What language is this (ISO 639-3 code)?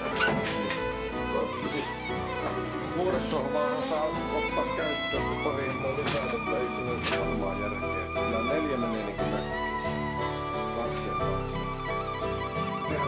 fin